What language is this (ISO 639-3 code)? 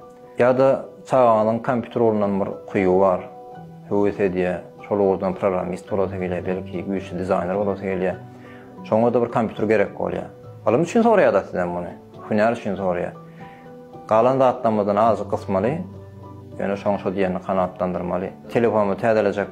tuk